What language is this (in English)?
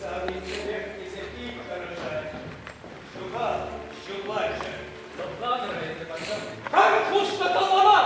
Chuvash